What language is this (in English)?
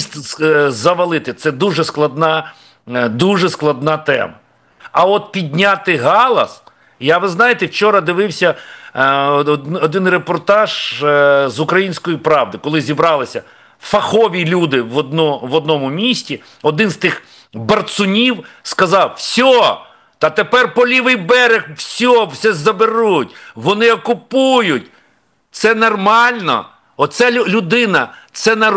Ukrainian